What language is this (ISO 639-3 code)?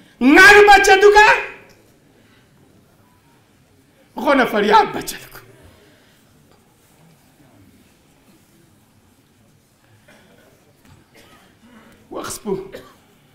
fas